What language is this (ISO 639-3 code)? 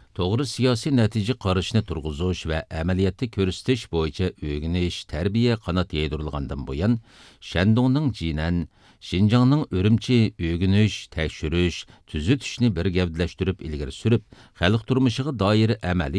uig